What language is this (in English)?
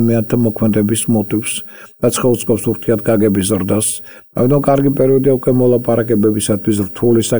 Georgian